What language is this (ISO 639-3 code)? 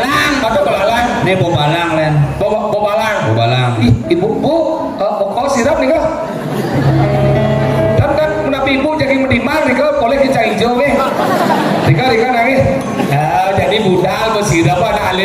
ban